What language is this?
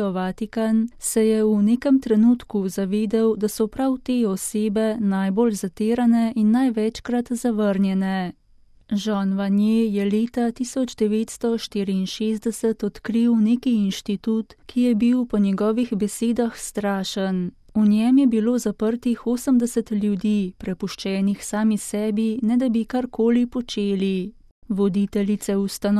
Slovenian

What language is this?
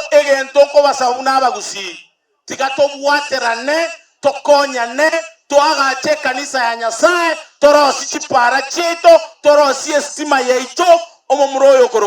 Gusii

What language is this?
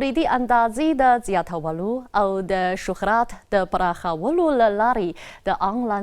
Pashto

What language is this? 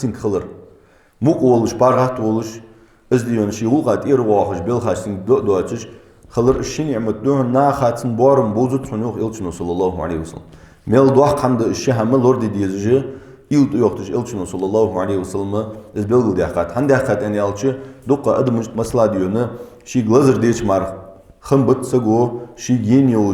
Ingush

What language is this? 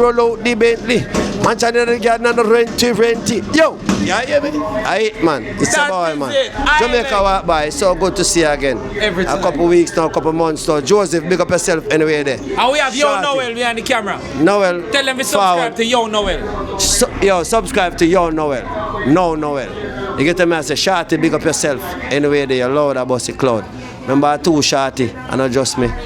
Jamaican Creole English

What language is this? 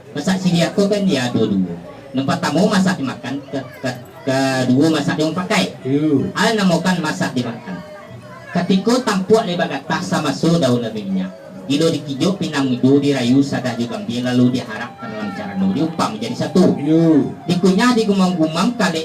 Minangkabau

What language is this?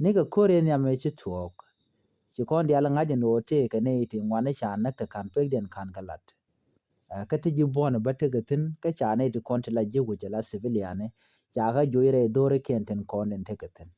Nuer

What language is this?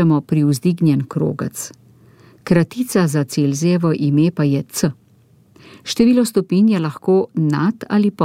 Slovenian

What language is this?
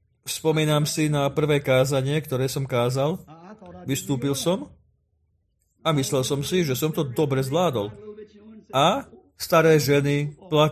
Slovak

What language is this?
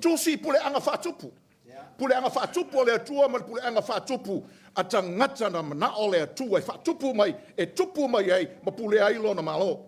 Samoan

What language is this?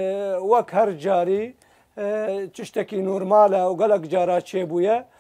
Kurdish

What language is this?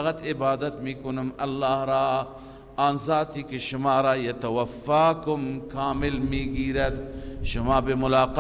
Persian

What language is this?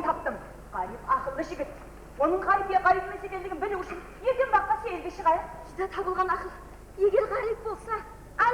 Kara-Kalpak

